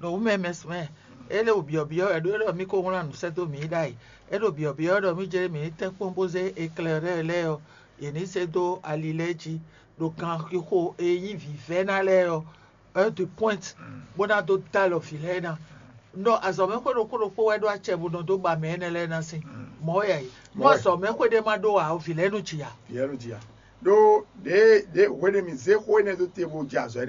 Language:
Fon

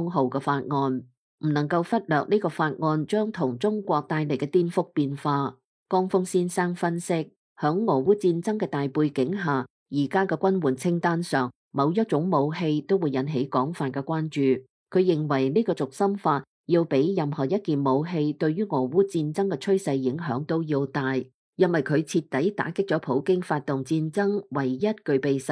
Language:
Cantonese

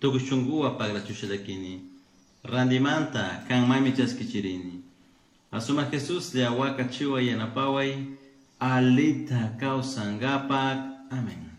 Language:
Chimborazo Highland Quichua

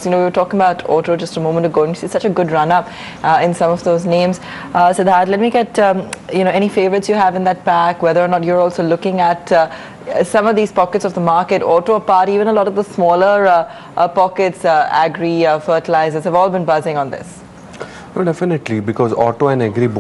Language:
English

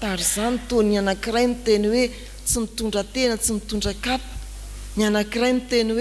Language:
Malagasy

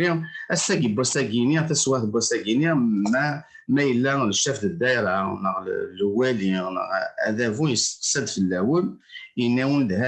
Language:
Kabyle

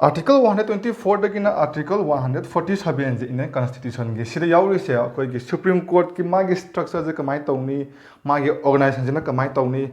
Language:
Manipuri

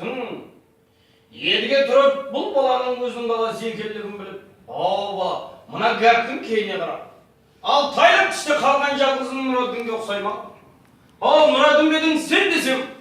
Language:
Kara-Kalpak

